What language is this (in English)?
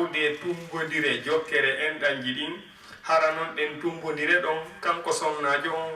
Fula